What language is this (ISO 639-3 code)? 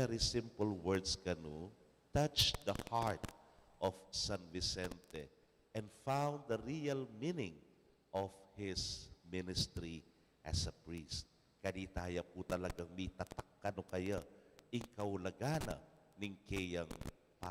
pam